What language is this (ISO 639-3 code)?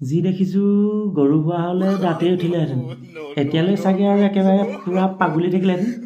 asm